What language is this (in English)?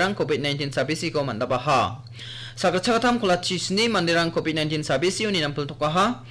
Garo